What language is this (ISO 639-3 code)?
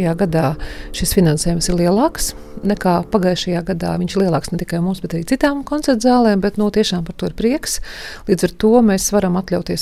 lav